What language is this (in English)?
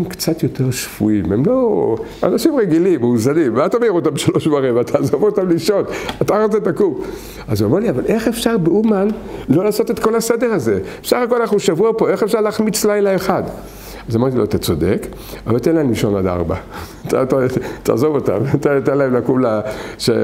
Hebrew